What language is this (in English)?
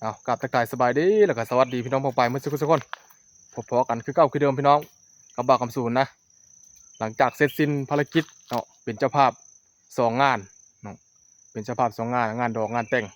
Northeastern Thai